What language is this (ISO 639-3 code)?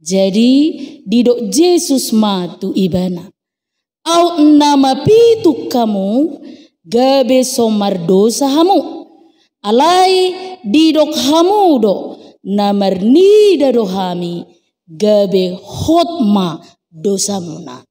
bbc